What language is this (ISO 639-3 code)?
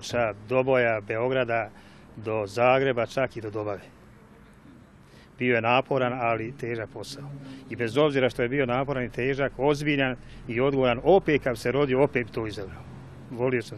bos